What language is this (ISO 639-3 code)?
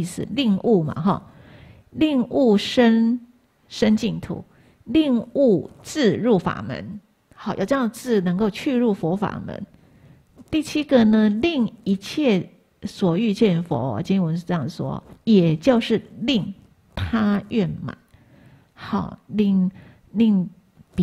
zho